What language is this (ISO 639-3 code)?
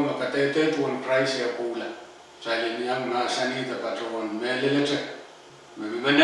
pon